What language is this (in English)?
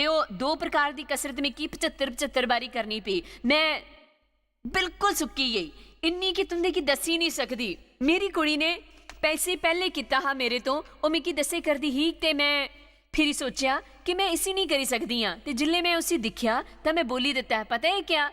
Dogri